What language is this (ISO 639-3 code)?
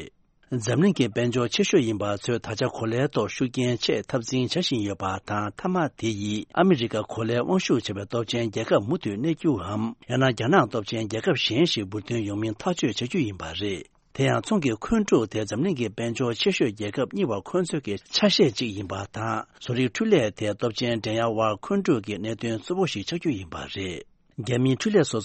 bod